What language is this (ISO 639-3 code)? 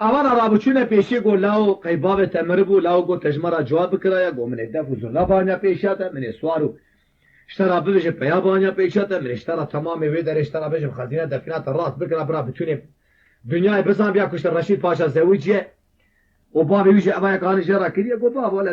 kur